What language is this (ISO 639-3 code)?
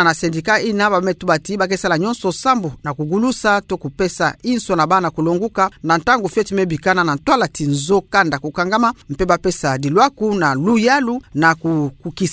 ktu